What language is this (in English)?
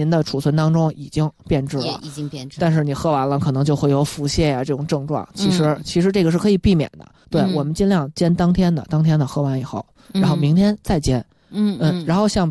Chinese